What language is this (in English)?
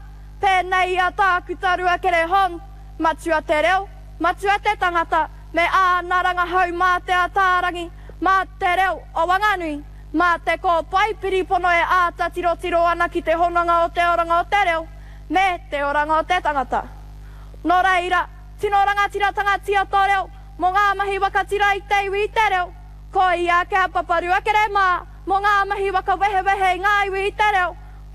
Māori